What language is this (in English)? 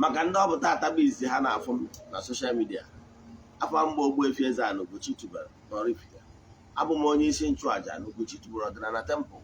Igbo